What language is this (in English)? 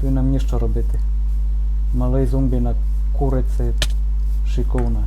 Rusyn